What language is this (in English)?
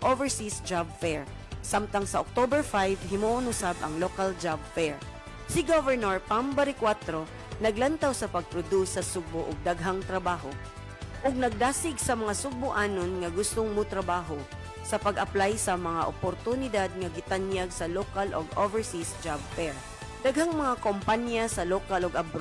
Cebuano